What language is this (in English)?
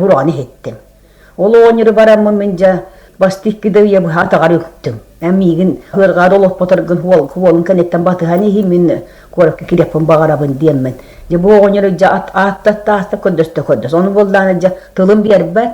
Yakut